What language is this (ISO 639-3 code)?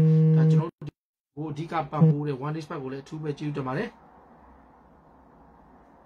mya